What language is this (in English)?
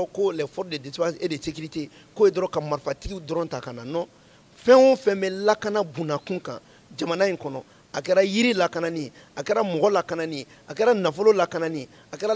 Bambara